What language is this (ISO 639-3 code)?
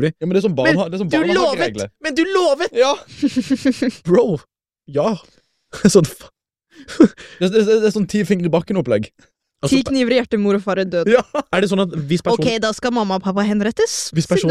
nor